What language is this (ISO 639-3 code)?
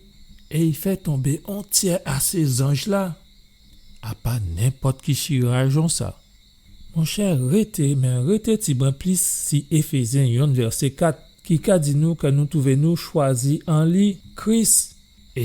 gcf